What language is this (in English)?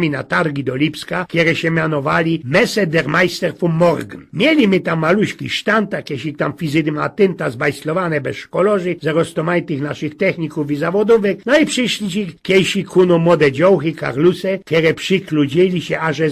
Silesian